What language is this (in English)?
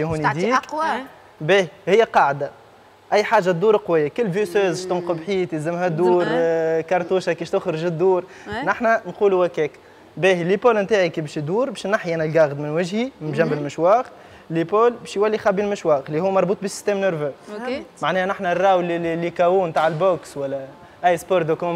Tunisian Arabic